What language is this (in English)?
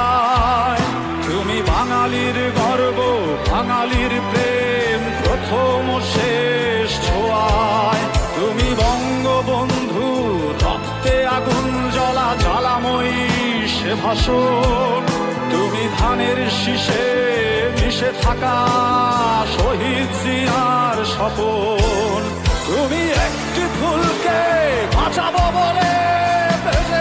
Bangla